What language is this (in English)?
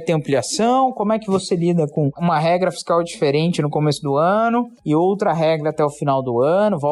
Portuguese